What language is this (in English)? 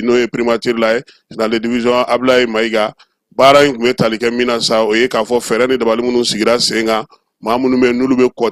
Bambara